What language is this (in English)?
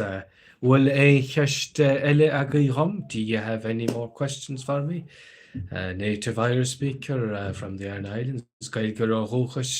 Irish